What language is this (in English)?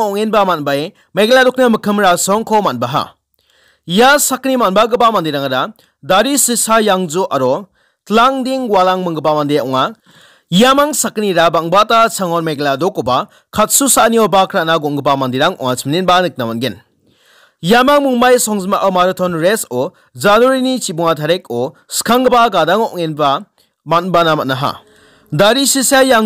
Garo